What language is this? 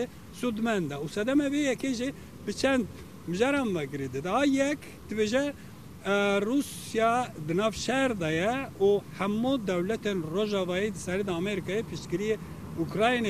Kurdish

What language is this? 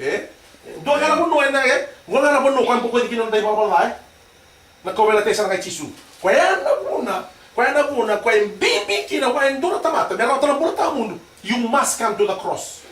Fijian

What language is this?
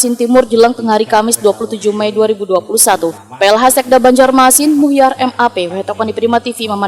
Banjar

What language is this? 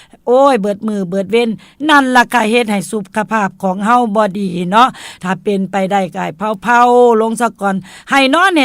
Northeastern Thai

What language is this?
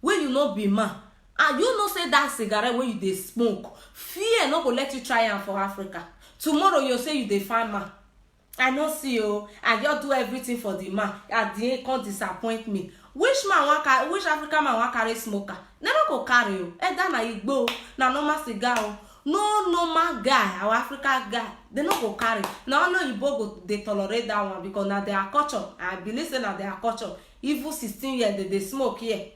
Nigerian Pidgin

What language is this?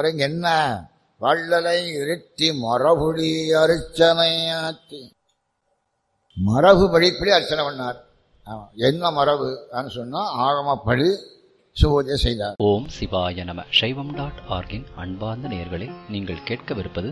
Tamil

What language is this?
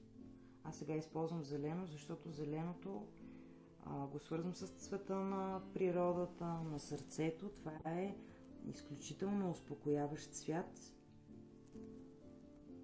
Bulgarian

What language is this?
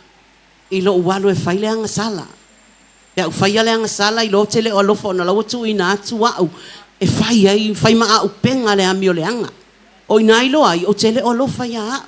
Samoan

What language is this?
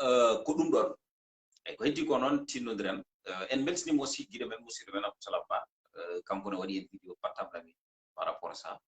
Fula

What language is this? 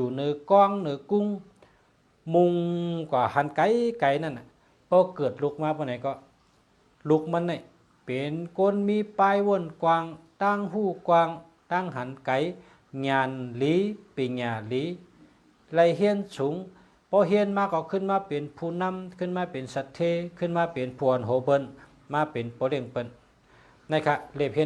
Shan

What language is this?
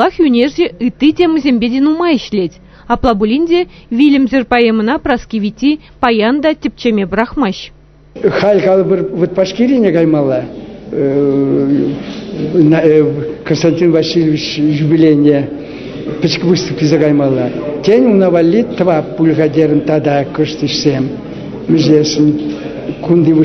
Chuvash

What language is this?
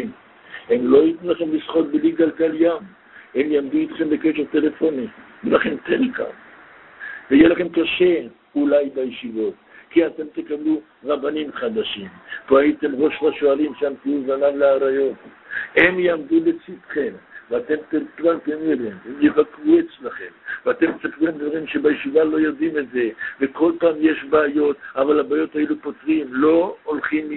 Hebrew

